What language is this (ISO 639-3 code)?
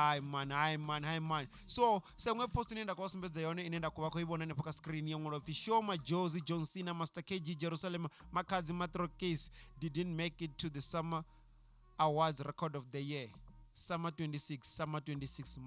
ven